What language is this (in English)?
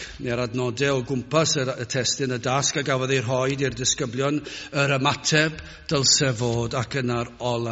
Welsh